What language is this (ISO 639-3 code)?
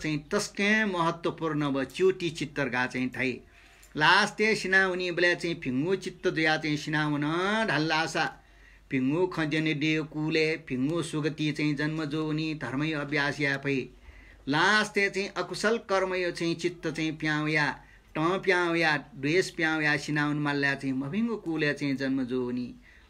new